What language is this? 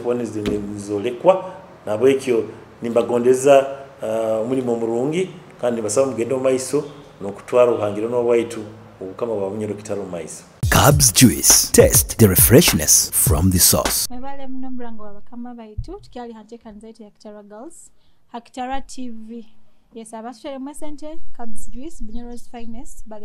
Nyoro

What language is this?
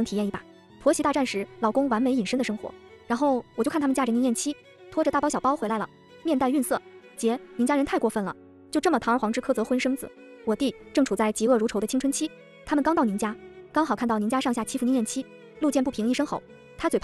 Chinese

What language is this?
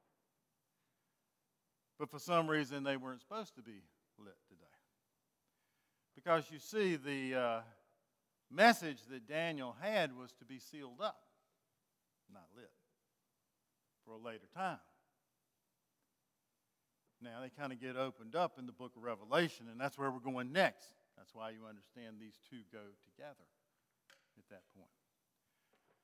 English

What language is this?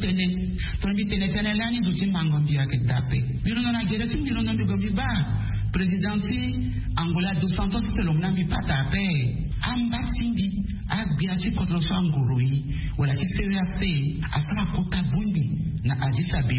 Sango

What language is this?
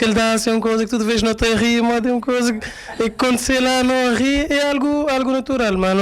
Kabuverdianu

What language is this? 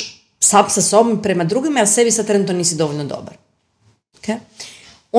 Croatian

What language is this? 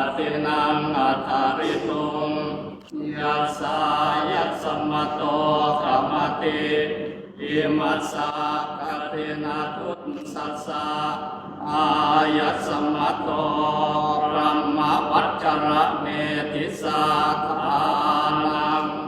Pali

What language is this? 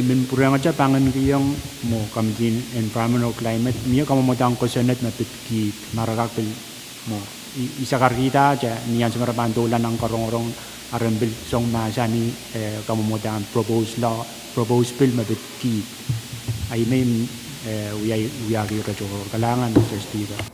Pohnpeian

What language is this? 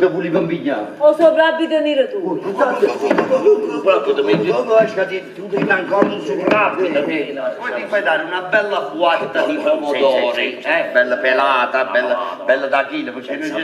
Neapolitan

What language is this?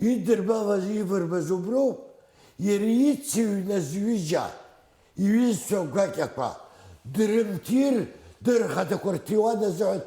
Abkhazian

